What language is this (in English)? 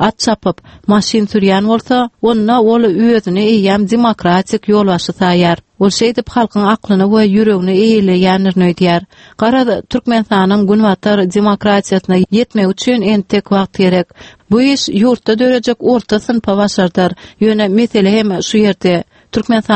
Turkmen